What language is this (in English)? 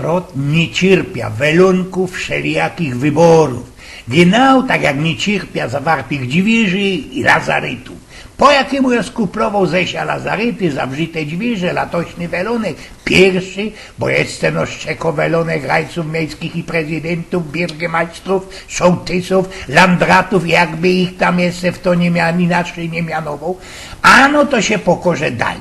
Silesian